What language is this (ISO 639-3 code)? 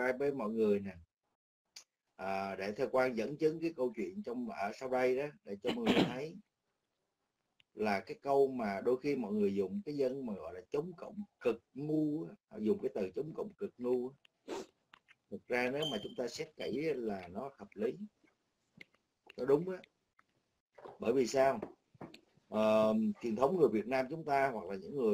vie